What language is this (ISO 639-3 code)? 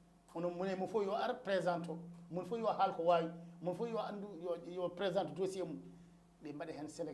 ful